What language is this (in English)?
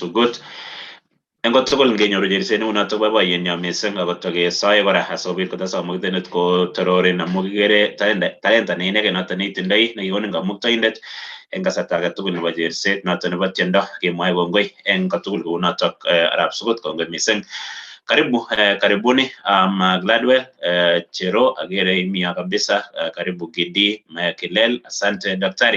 Kalenjin